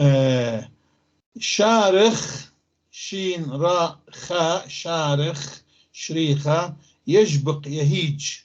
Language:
North Levantine Arabic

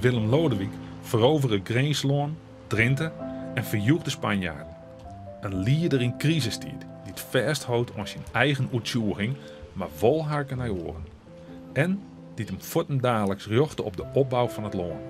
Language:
Western Frisian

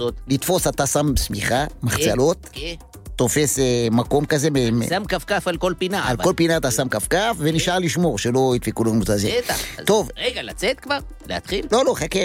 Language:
Hebrew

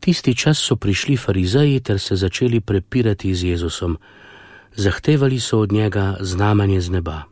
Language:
Slovenian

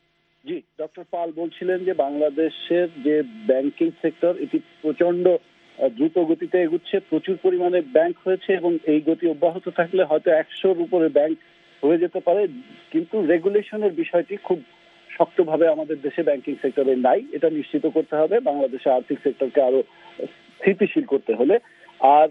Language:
Bangla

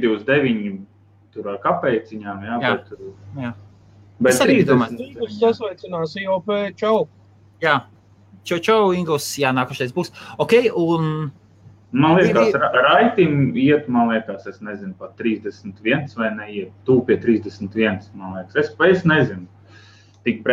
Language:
Latvian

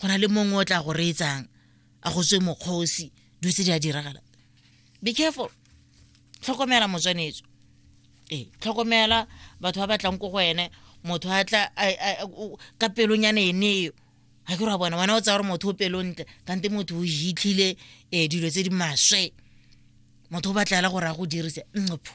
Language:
Tswana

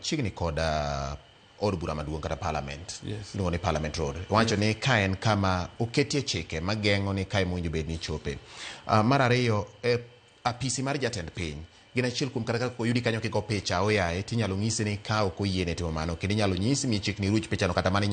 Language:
Luo (Kenya and Tanzania)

